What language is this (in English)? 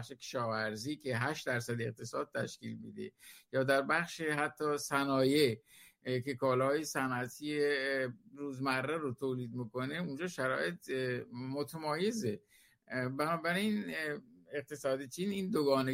Persian